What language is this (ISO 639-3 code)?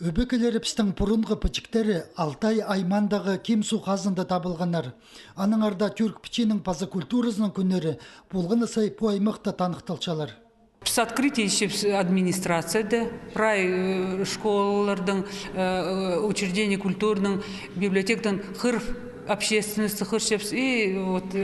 kjh